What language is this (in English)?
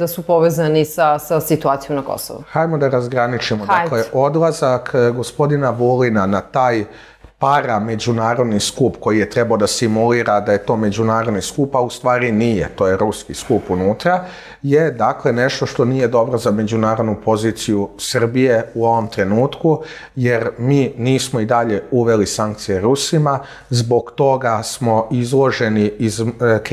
Serbian